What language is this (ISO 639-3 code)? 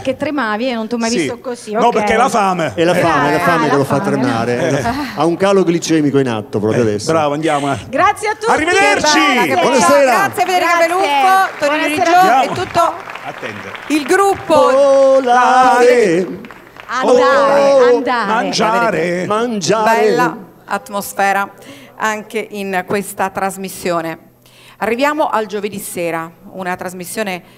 ita